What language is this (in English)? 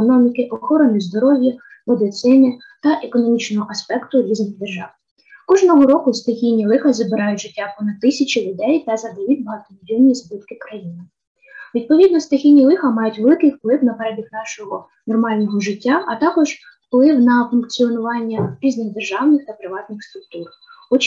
Ukrainian